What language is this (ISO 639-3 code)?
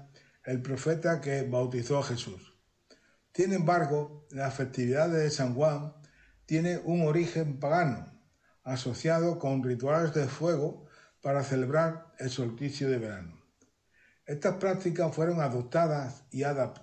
spa